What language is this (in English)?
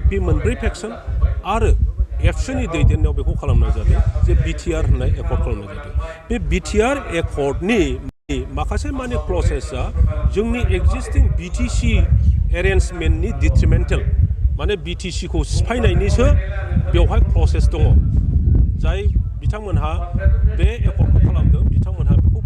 Bodo